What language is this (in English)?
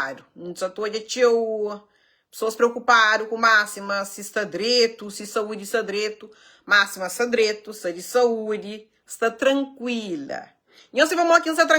Kabuverdianu